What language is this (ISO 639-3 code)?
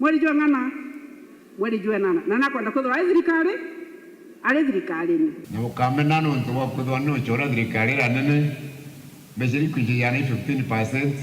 mer